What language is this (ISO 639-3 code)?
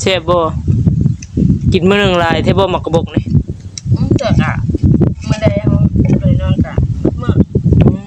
tts